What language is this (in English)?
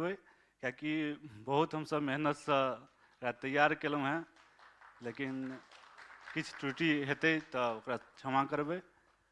Maithili